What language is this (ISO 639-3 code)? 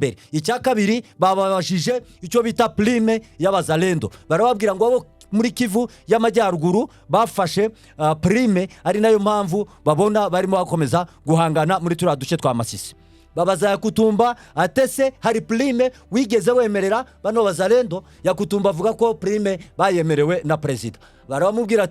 kin